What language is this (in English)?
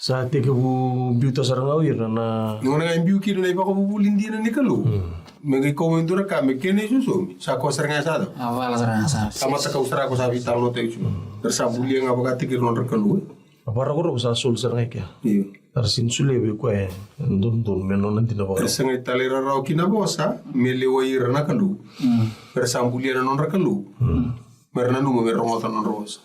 Fijian